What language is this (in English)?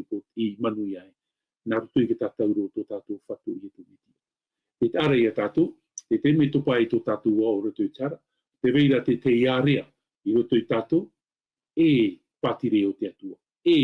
Tahitian